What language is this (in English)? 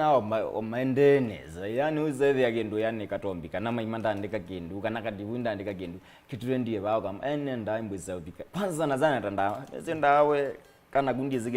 Kamba